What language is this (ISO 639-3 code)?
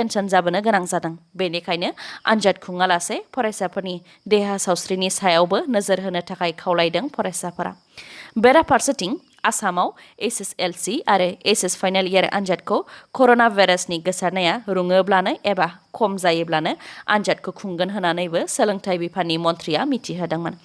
brx